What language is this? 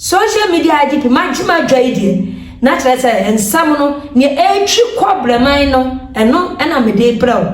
Akan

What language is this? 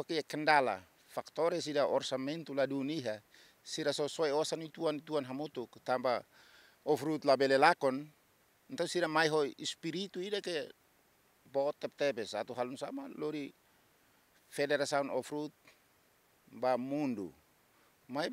Tetum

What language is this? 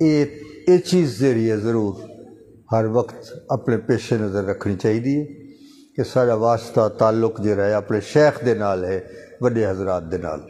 Saraiki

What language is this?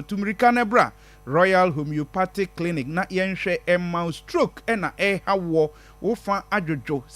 Akan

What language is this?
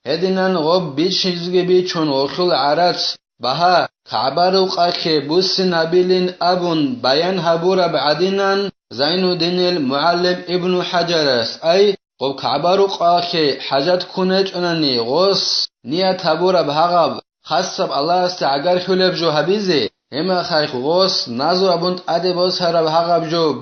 Avaric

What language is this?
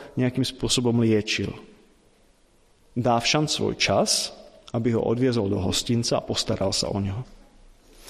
Slovak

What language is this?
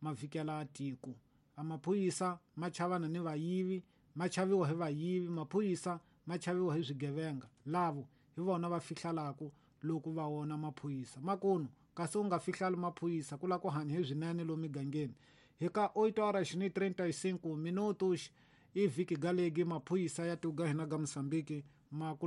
Tsonga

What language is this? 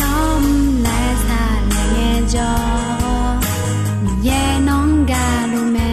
Akha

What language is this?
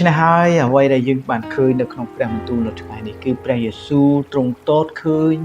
Khmer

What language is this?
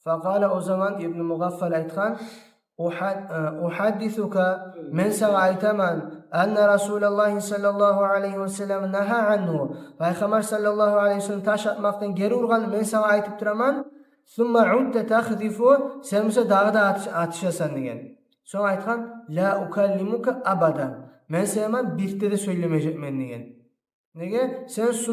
Kumyk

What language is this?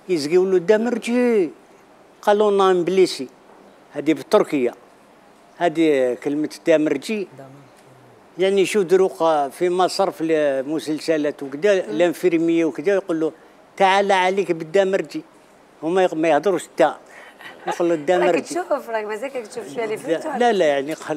Algerian Arabic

